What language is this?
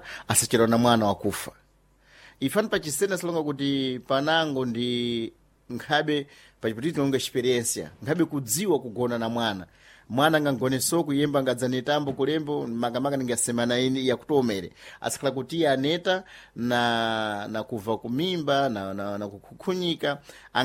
Sena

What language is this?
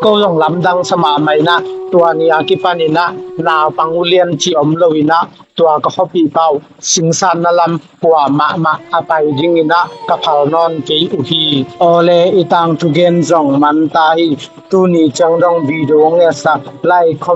Tedim Chin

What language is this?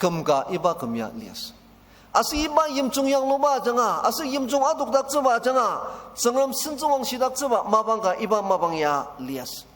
Ao Naga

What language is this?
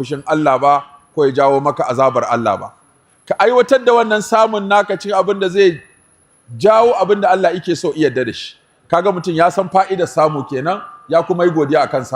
Hausa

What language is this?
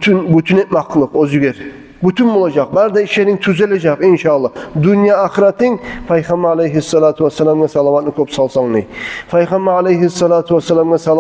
Kumyk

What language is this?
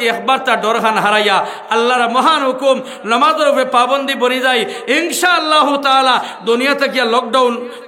Sylheti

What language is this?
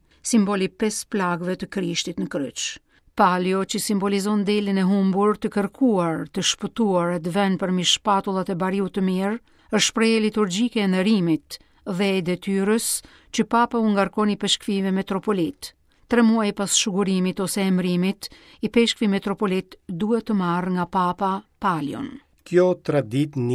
Albanian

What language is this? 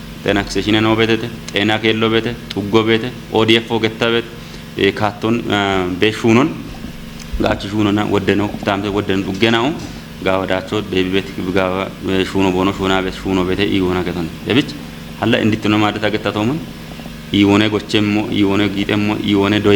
Kafa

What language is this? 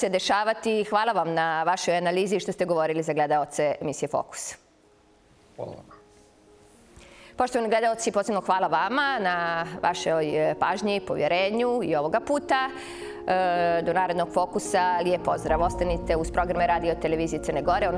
Serbian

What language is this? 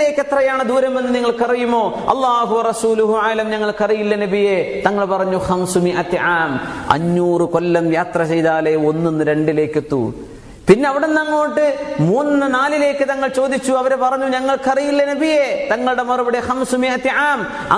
Malayalam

